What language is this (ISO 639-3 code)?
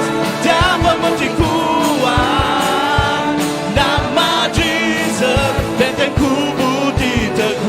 iba